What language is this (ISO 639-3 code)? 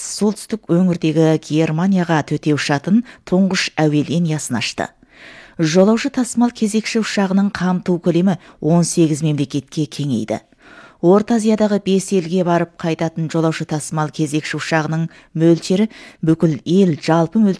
kaz